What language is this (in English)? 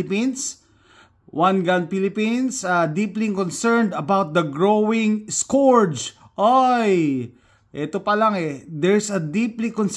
Filipino